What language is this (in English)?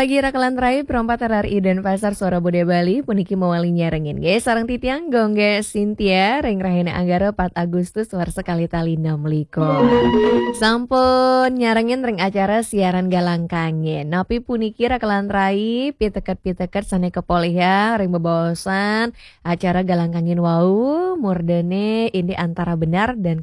Balinese